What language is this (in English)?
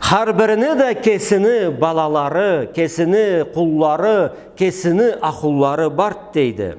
Karachay-Balkar